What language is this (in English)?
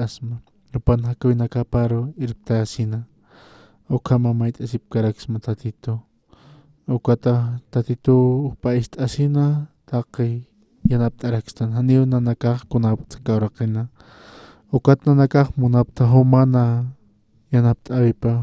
Aymara